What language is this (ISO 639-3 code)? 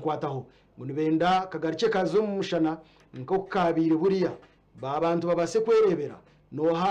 nyn